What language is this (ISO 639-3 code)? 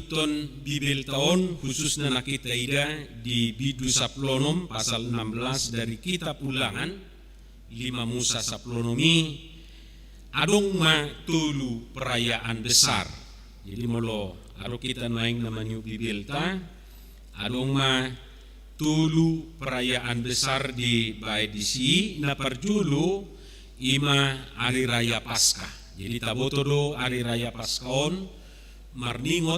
bbc